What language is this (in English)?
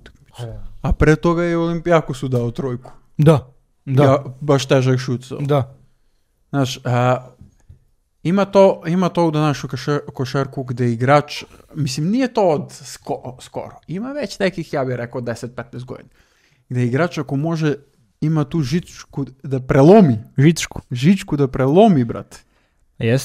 Serbian